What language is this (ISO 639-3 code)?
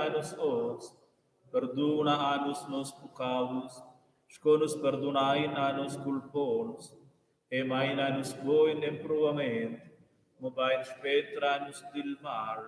roh